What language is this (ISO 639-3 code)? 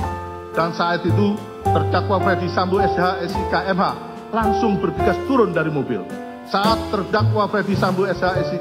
ind